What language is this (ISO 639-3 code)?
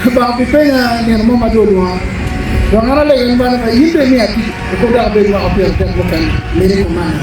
ach